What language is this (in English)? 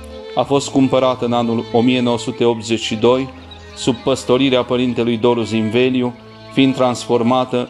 Romanian